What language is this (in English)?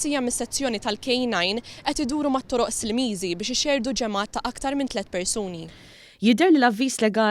Maltese